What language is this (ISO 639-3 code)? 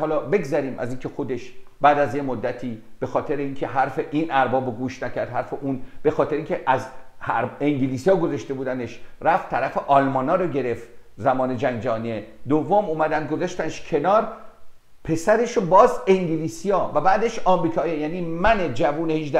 fas